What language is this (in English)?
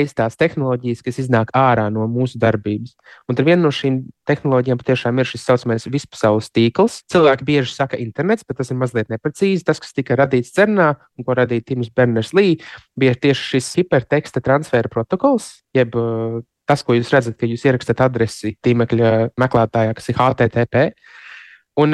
Latvian